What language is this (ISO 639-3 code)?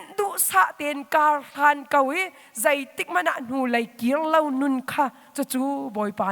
cnh